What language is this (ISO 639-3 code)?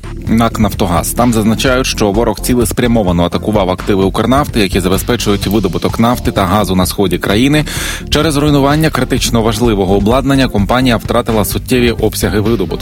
ukr